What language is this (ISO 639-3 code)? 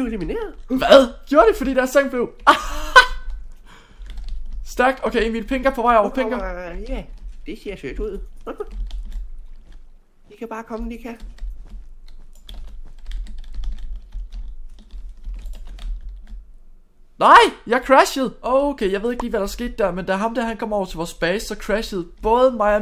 dan